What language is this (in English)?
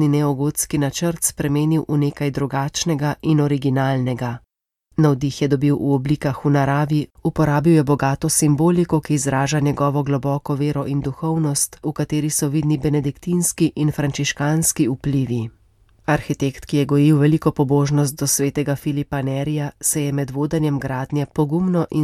Slovenian